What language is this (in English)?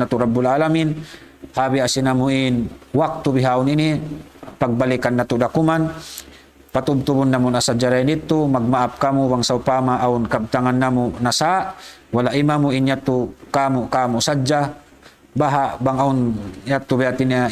Tausug